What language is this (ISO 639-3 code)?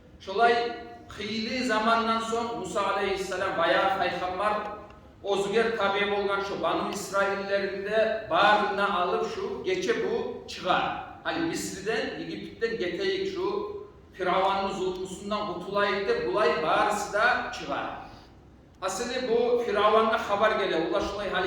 kum